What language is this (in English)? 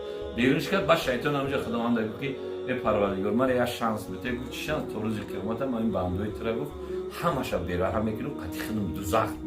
Tajik